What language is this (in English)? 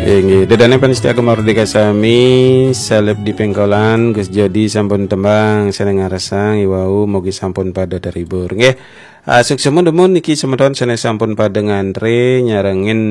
Balinese